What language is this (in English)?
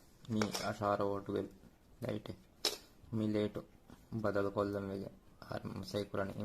Divehi